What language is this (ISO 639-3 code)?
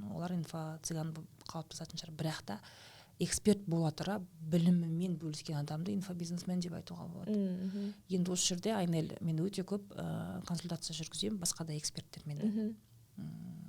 kaz